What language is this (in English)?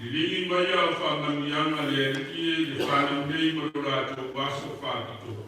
Samoan